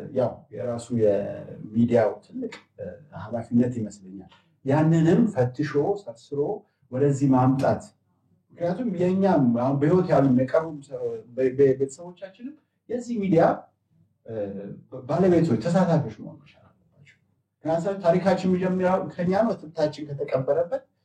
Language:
Amharic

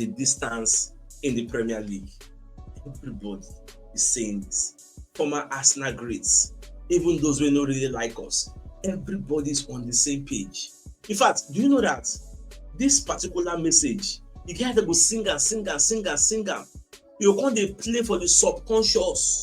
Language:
Nigerian Pidgin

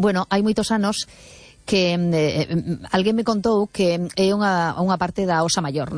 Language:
Galician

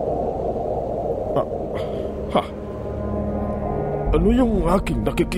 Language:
Filipino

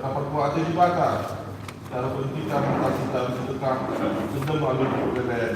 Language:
Batak Karo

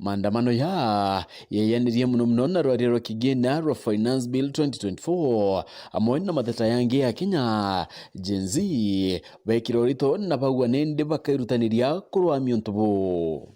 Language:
Meru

